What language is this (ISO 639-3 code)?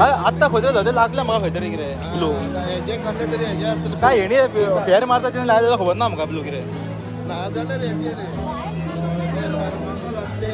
kok